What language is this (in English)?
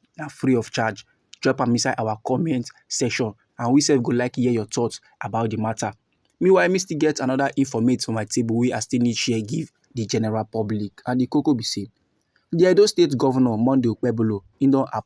Nigerian Pidgin